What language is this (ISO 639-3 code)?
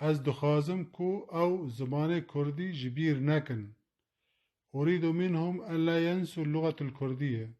kur